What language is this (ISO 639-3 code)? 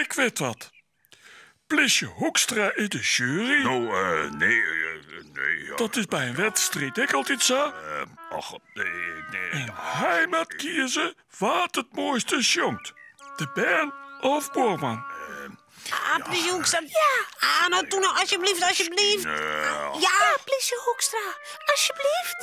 fry